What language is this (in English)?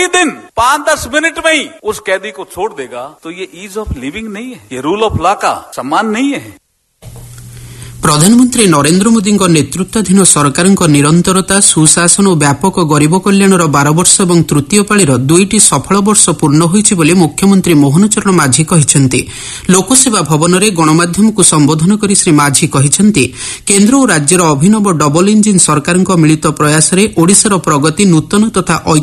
Odia